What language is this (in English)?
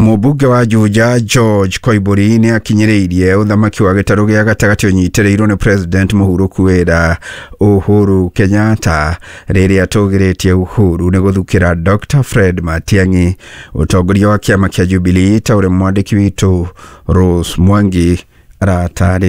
Kikuyu